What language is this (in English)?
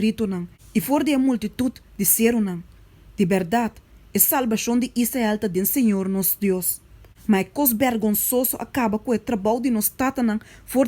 Papiamento